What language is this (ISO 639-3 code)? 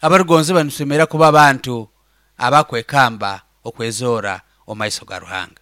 nyo